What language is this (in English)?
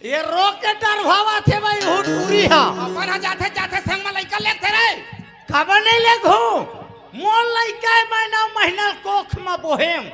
Chhattisgarhi